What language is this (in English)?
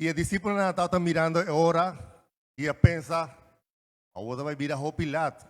Papiamento